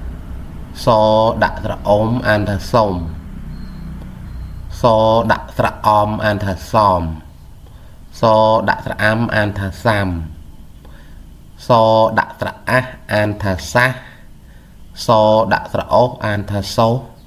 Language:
Khmer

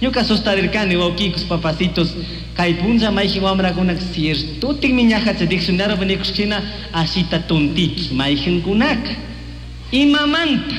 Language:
Chimborazo Highland Quichua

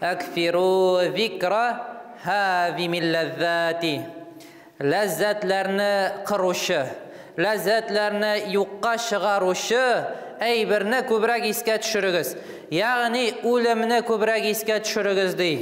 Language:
Tatar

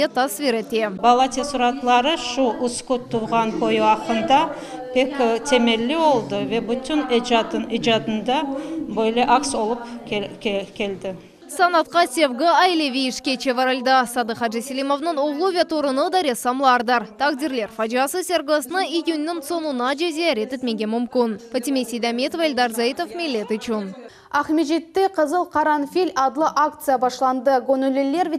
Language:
Crimean Tatar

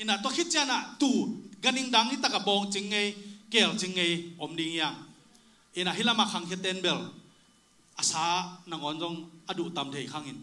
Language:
Tedim Chin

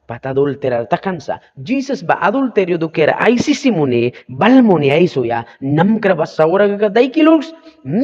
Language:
Mískito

